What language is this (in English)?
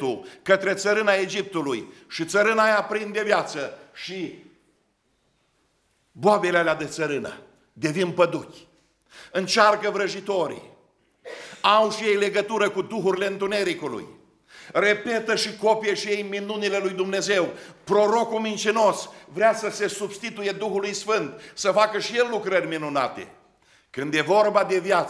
Romanian